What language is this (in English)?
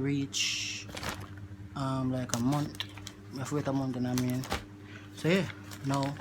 Jamaican Creole English